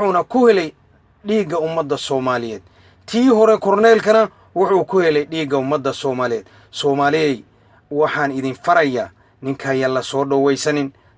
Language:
Somali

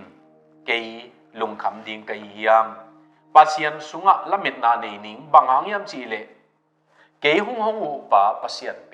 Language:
Tedim Chin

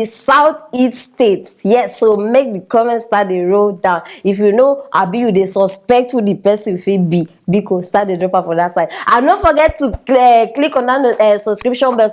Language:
Nigerian Pidgin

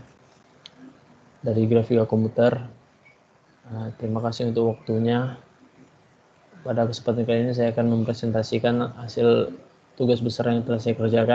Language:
Indonesian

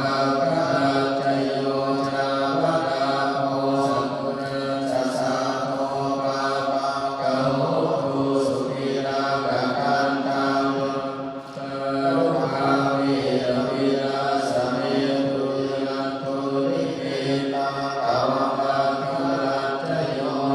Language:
Pali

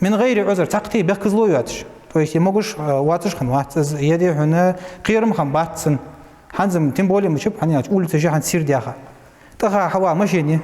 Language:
Ingush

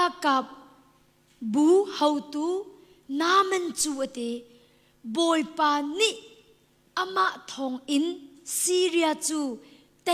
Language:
Hakha Chin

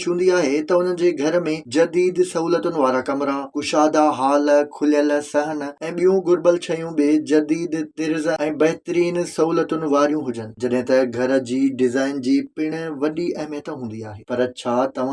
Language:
Sindhi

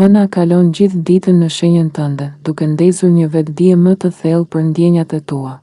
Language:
Albanian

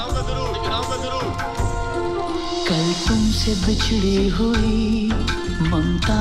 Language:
Hindi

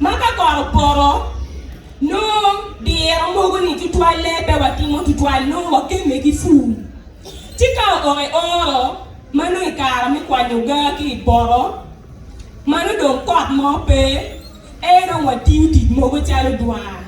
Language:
Acoli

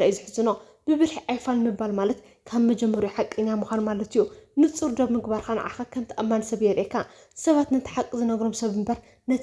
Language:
Tigrinya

